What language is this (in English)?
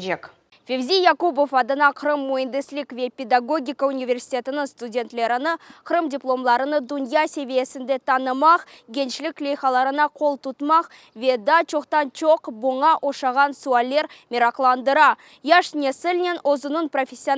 Crimean Tatar